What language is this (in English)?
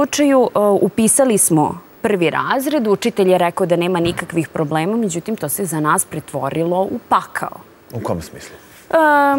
Serbian